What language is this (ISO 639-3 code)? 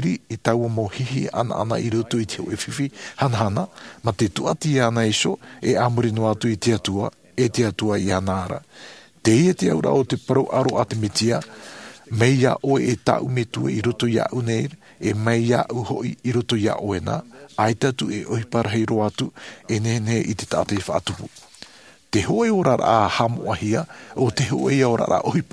tah